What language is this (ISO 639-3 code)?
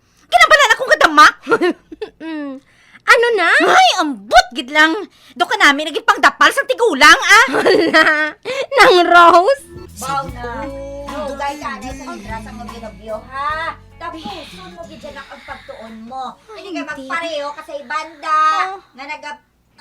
hil